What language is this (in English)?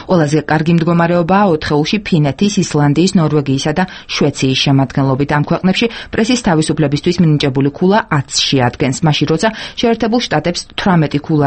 Georgian